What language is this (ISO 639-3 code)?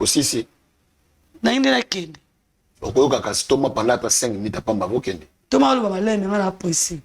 lin